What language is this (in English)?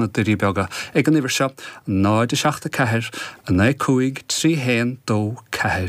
Irish